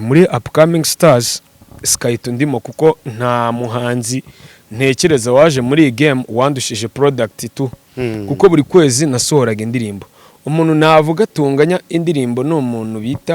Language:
Kinyarwanda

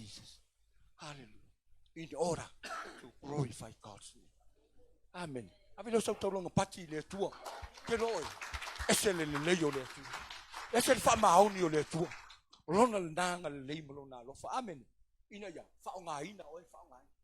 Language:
Samoan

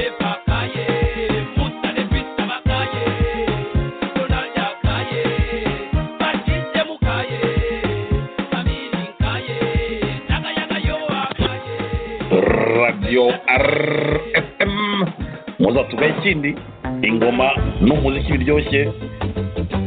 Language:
Kinyarwanda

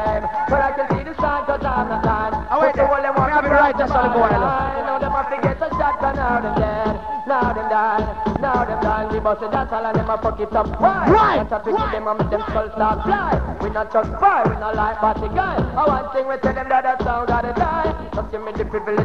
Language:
Jamaican Creole English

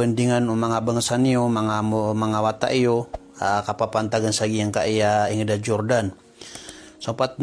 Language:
Maranao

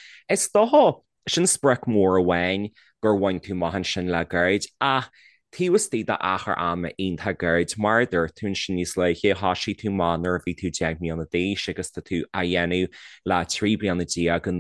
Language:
Irish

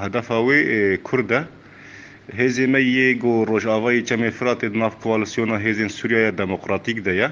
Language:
Kurdish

